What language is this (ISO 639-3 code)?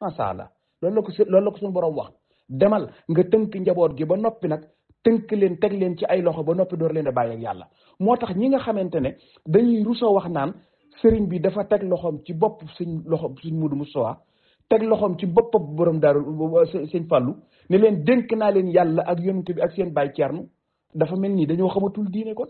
wol